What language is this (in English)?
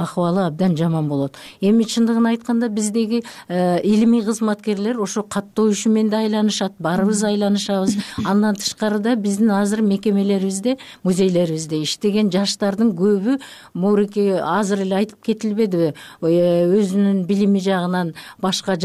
Kyrgyz